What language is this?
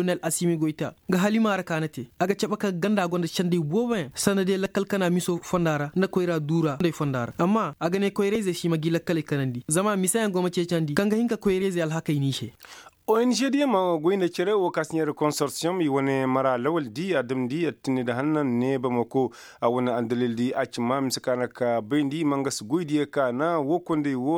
Koyraboro Senni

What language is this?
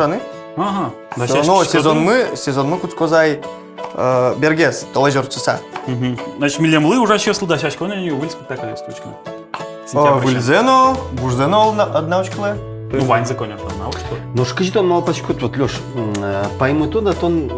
Udmurt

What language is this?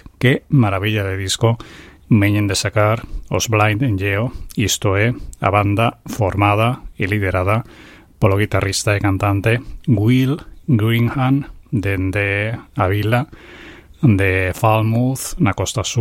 Galician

